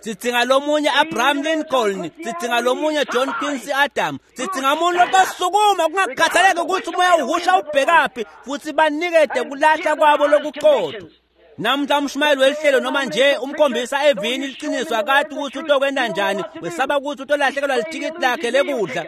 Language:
Swati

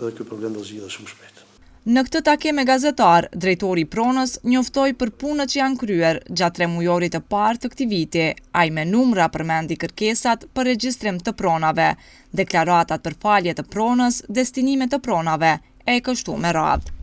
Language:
Albanian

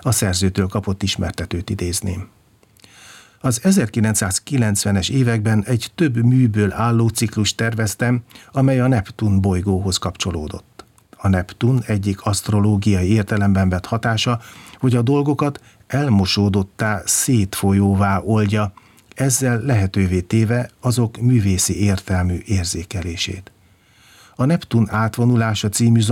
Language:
Hungarian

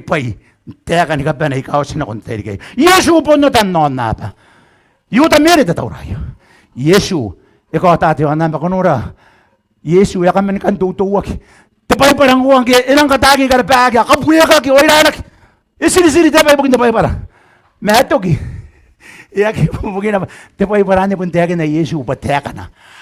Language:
Gilbertese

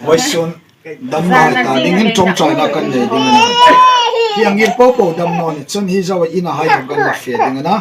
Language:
Hmar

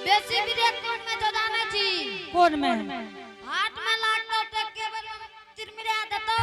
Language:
Angika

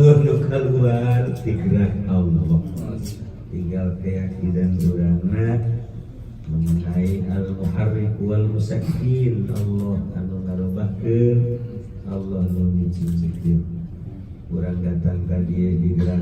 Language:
Sundanese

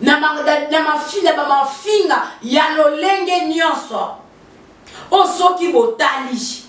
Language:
Lingala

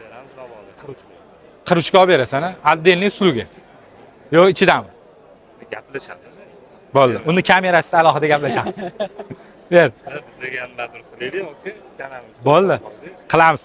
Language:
Uzbek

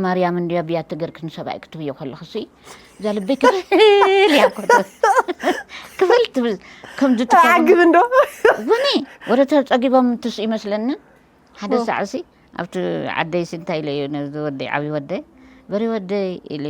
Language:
Tigrinya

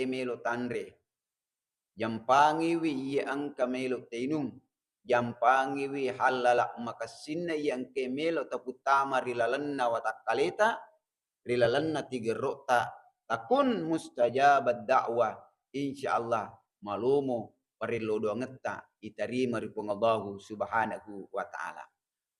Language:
Buginese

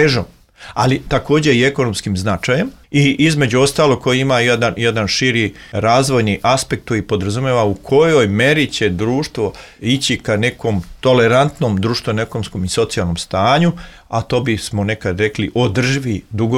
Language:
Serbian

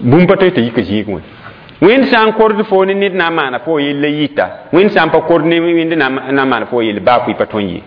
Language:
Mossi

